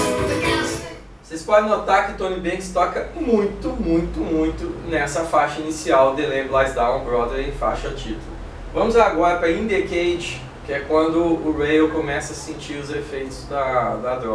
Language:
Portuguese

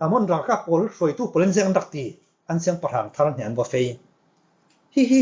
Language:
Falam Chin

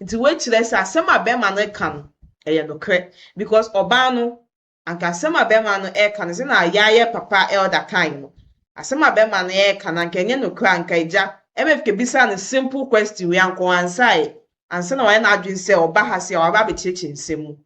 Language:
Akan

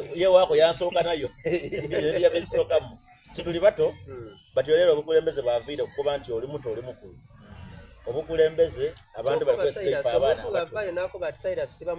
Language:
Soga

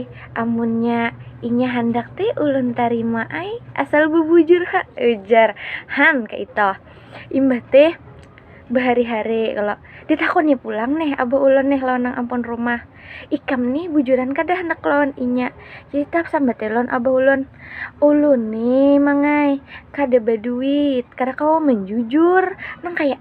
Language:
Banjar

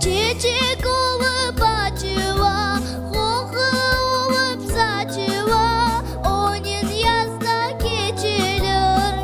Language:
Crimean Tatar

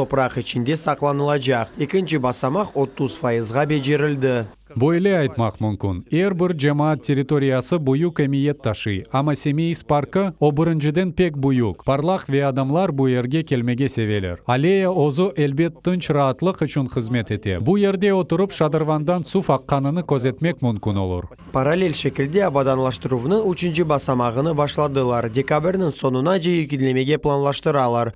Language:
Crimean Tatar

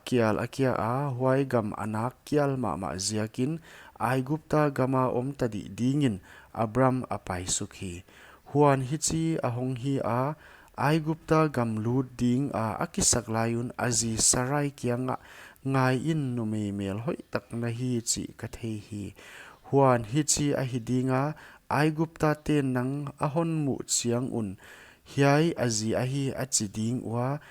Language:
Paite Chin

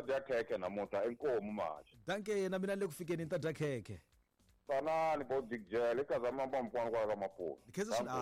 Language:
Tsonga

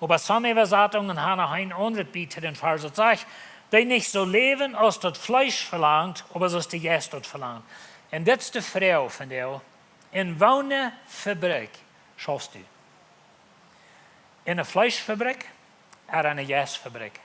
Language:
Plautdietsch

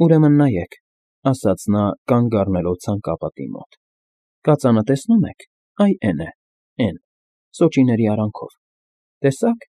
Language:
Armenian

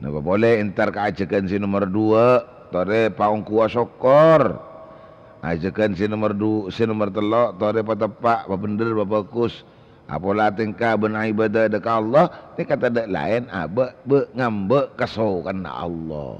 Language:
Madurese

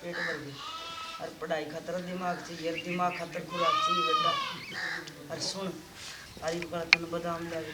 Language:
Haryanvi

